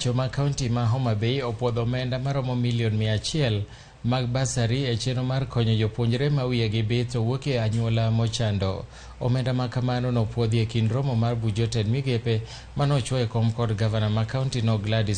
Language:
Luo (Kenya and Tanzania)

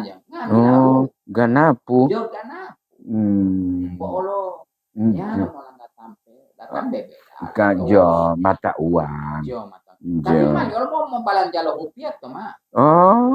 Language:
Gorontalo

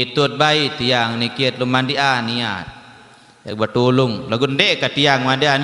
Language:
Sasak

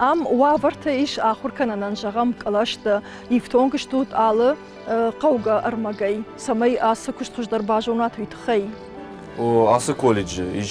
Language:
Ossetic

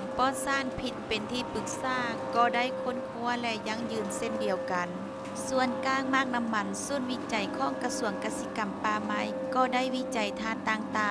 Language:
Lao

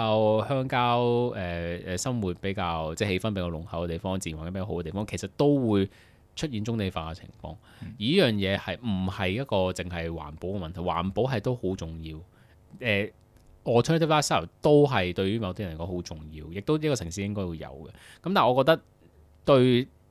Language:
Cantonese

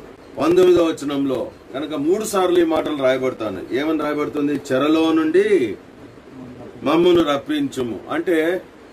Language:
Telugu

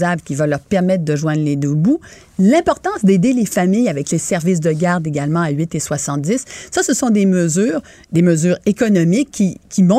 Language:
French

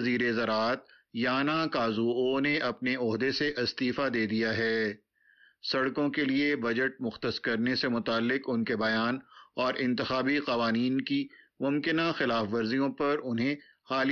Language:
Urdu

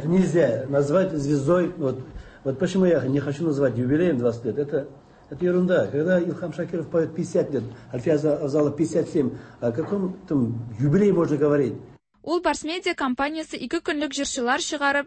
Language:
Tatar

